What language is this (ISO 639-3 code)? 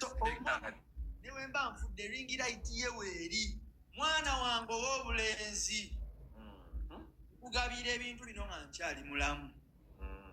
lug